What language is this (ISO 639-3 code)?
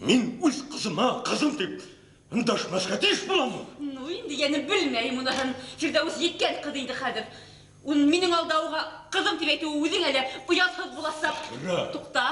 bak